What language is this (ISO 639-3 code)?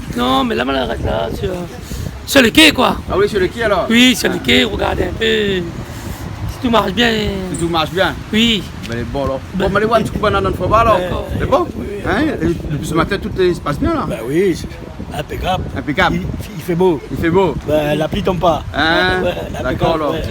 rcf